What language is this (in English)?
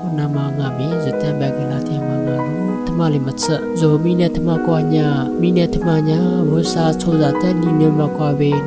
Lisu